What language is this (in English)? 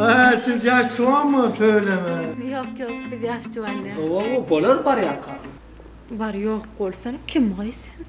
Turkmen